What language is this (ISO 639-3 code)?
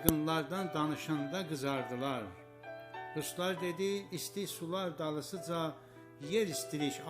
azb